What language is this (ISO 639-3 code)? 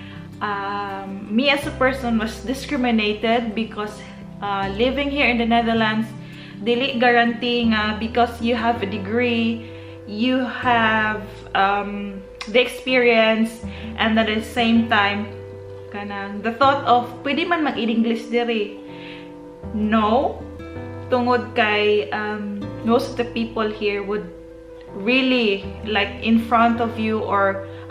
ceb